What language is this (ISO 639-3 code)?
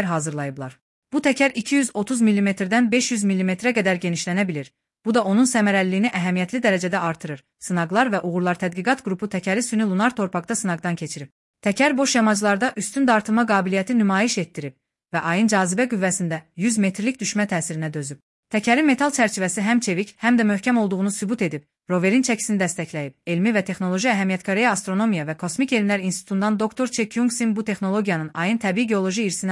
aze